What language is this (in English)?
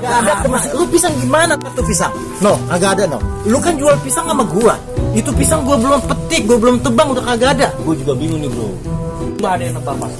Betawi